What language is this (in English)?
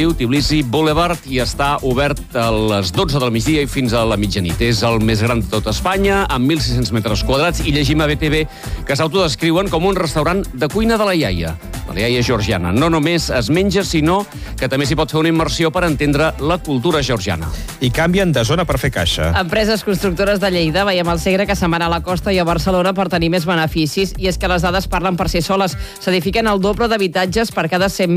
Catalan